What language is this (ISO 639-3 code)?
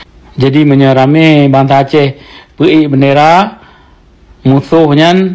ace